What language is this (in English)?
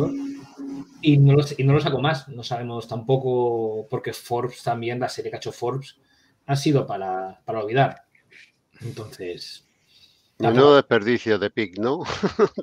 Spanish